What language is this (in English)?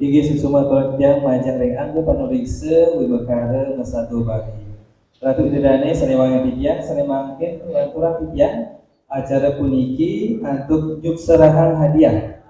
Balinese